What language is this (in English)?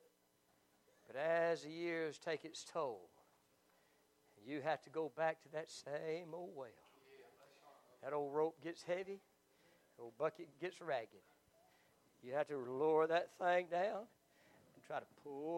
English